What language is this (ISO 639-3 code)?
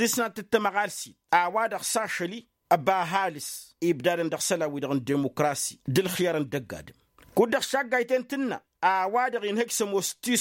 taq